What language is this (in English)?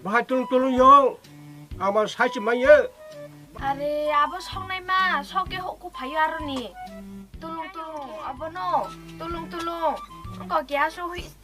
Kok Borok